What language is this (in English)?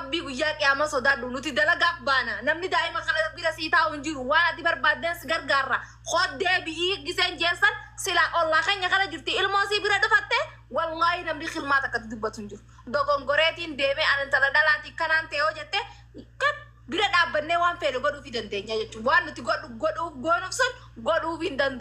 Oromo